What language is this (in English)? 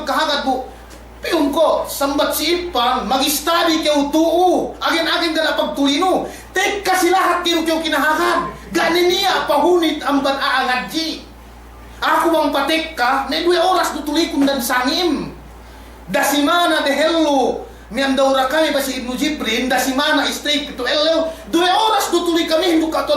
Yakan